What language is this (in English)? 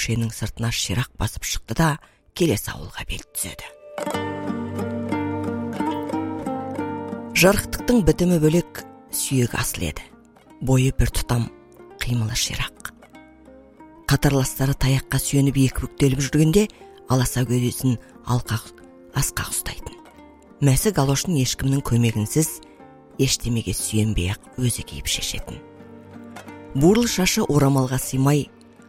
Kazakh